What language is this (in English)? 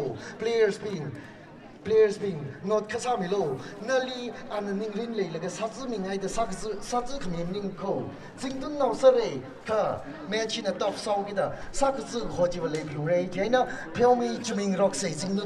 Tangkhul Naga (India)